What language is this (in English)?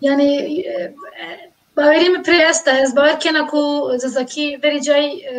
Zaza